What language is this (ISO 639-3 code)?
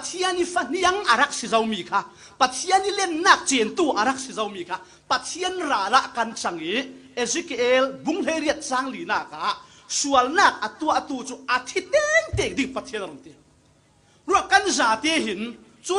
cfm